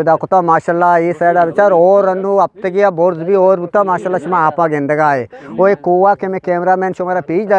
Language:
Eastern Balochi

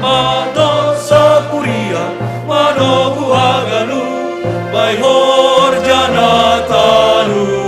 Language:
Batak Simalungun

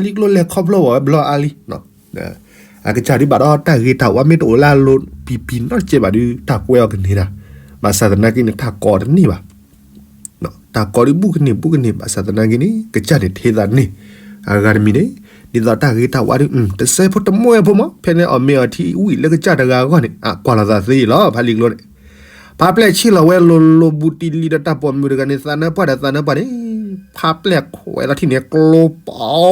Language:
S'gaw Karen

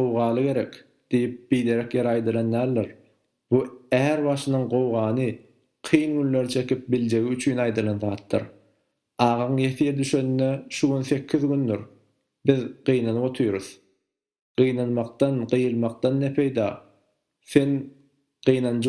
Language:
Turkmen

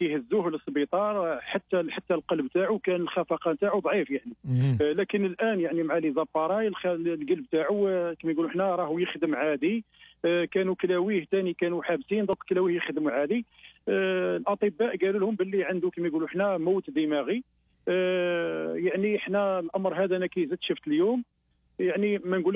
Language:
Algerian Arabic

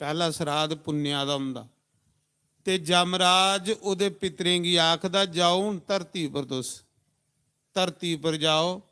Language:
Dogri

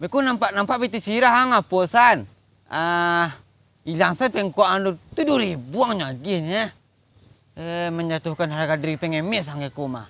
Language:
Minangkabau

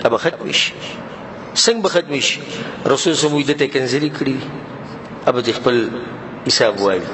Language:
Pashto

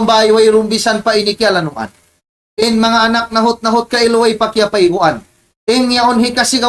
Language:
Tausug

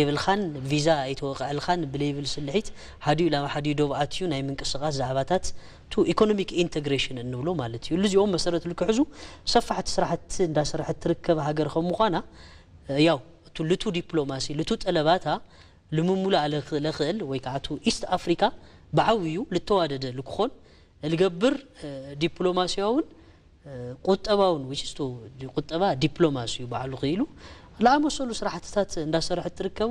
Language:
Tigrinya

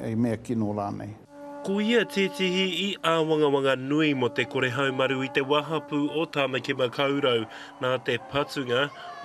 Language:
Māori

